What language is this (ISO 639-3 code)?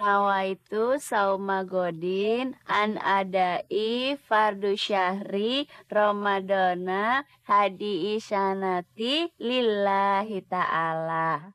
bew